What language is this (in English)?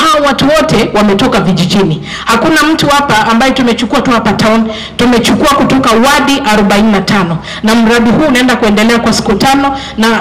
Swahili